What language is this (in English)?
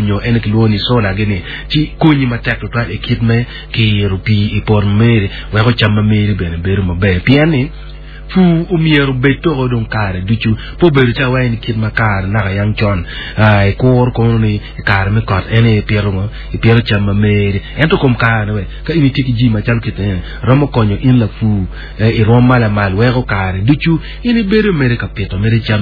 Acoli